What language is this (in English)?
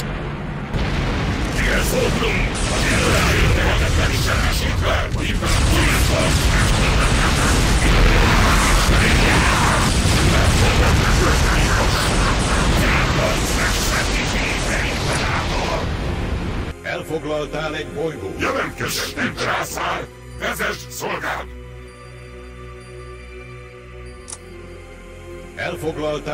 Hungarian